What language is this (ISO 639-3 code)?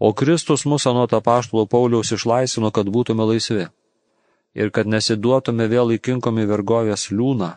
lit